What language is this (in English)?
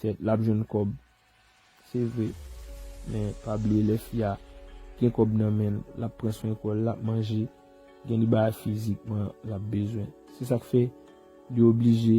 Haitian Creole